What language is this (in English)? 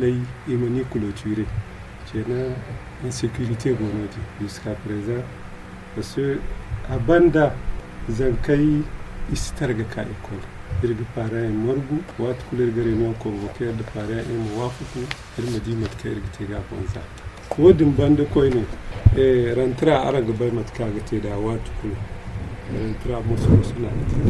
Zarma